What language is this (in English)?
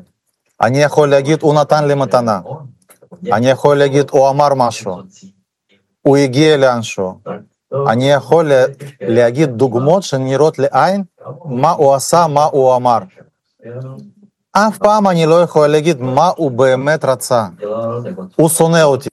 Hebrew